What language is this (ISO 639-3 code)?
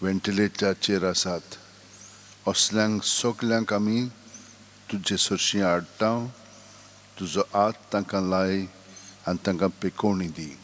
kok